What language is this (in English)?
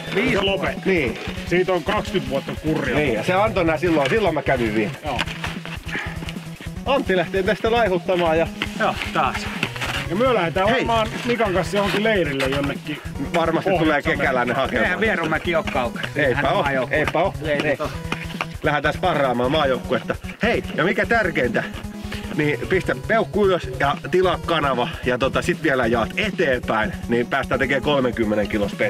Finnish